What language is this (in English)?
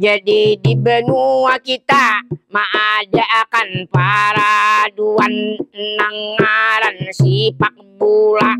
Banjar